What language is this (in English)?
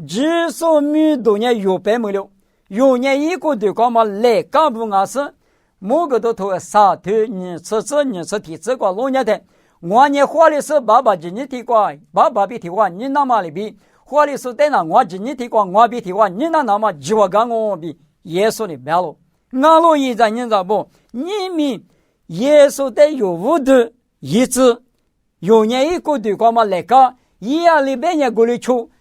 Lisu